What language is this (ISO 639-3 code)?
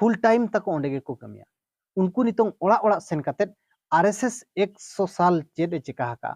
sat